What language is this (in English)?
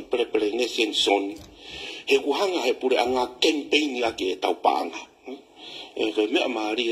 Tongan